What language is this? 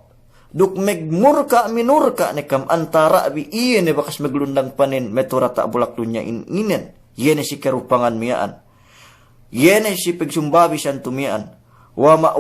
Yakan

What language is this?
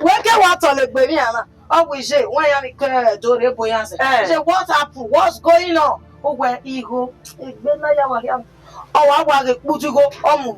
Bini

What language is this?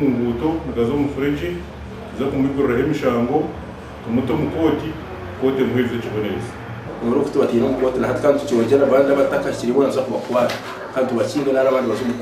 Nyankole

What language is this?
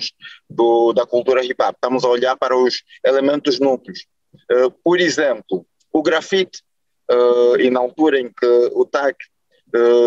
Portuguese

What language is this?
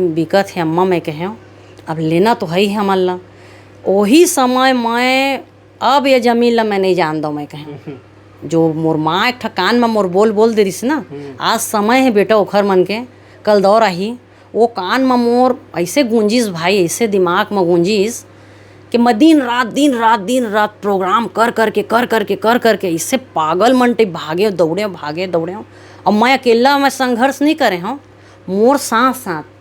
Chhattisgarhi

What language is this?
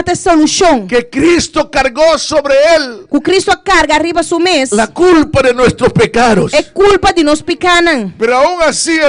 Papiamento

